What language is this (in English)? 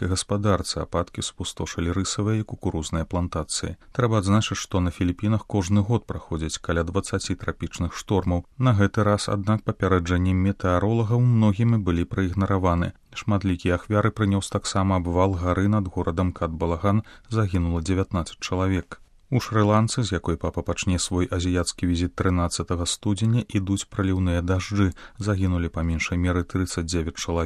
Belarusian